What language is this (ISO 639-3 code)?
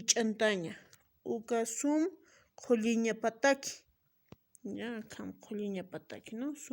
aym